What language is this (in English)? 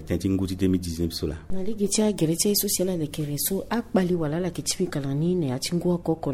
Sango